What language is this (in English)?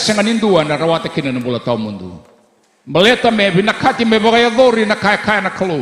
Fijian